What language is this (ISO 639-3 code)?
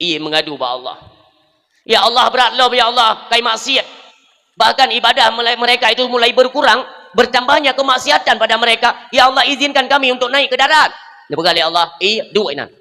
ace